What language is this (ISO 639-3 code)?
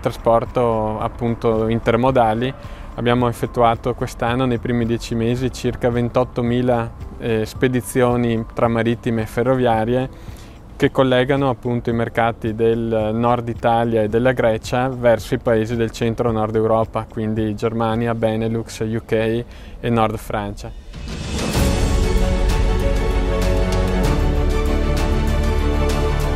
ita